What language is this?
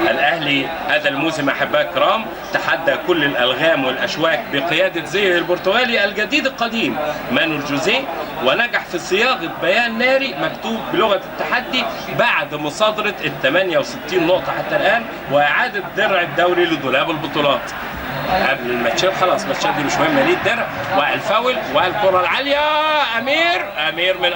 Egyptian Arabic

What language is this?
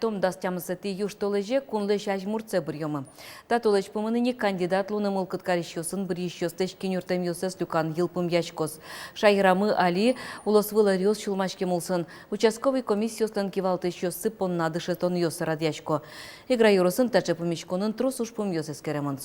Udmurt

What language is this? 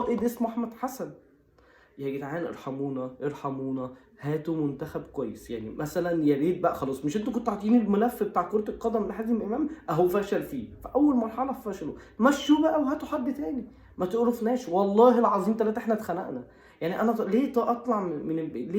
Egyptian Arabic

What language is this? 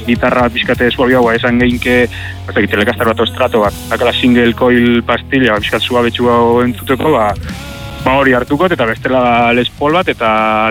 Basque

